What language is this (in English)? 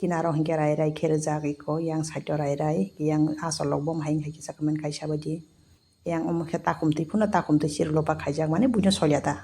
Kok Borok